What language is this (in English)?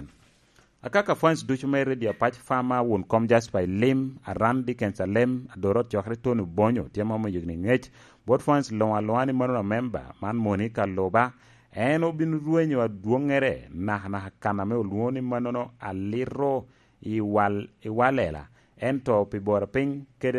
Lango (Uganda)